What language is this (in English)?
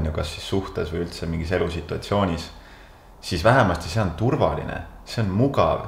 Estonian